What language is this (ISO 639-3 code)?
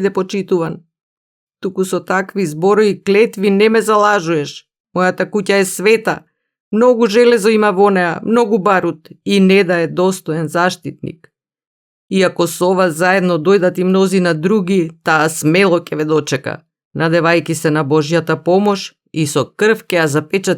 mkd